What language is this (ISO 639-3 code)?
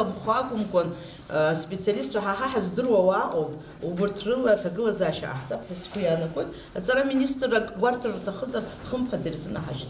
abk